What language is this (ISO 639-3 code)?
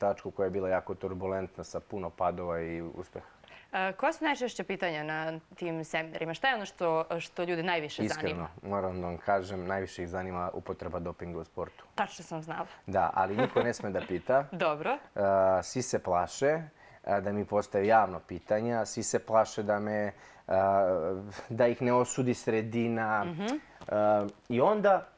srp